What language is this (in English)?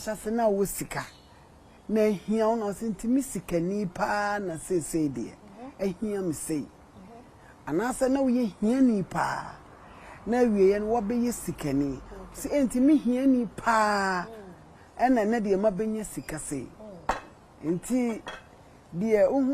Akan